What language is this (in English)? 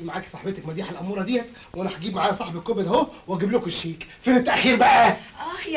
Egyptian Arabic